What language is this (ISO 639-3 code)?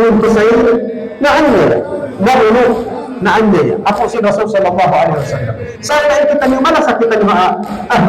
tsg